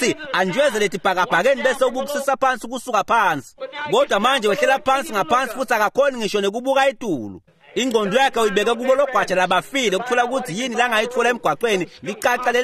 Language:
Swati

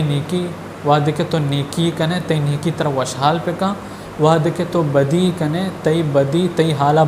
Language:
Baluchi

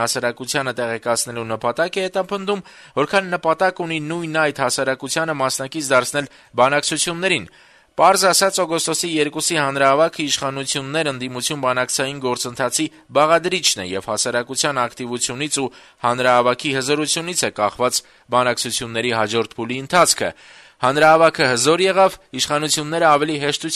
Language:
Armenian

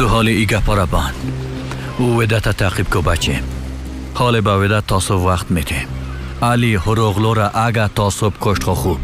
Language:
Persian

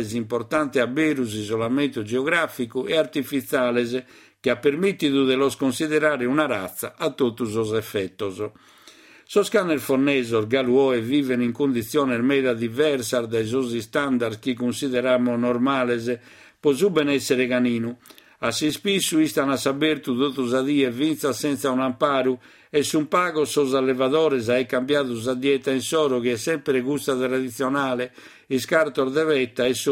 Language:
Sardinian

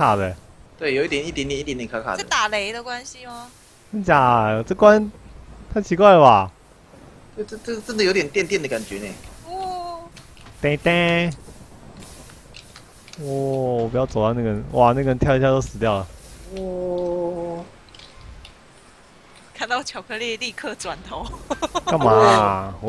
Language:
Chinese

